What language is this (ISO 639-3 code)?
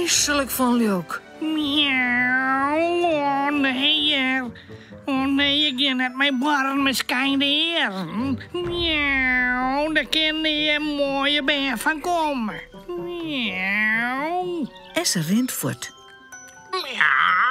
fry